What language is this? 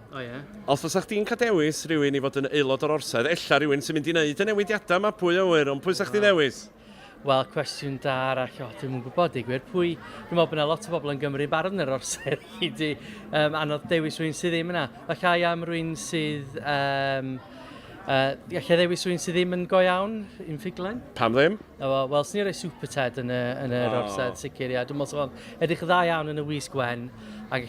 Welsh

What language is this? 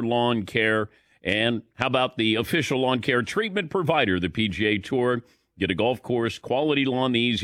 English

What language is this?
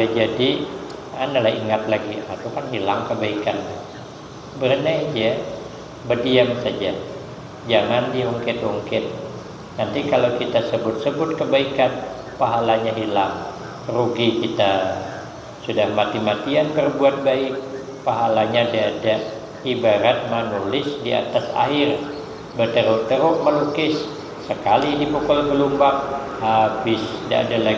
Banjar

